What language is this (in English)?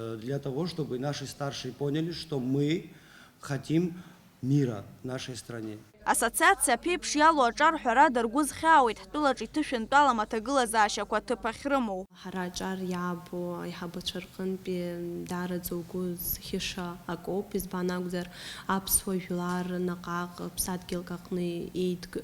Abkhazian